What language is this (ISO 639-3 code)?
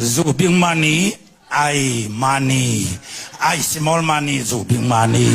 ctd